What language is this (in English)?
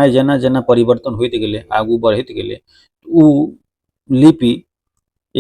Maithili